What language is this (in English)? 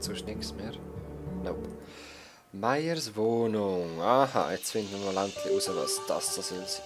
Swiss German